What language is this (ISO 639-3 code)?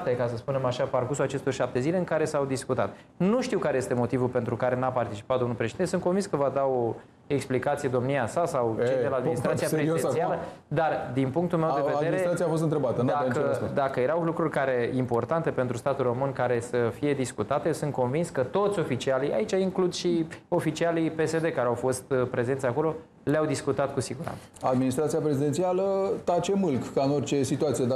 ron